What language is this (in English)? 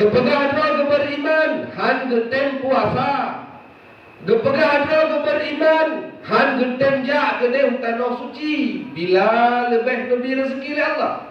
Achinese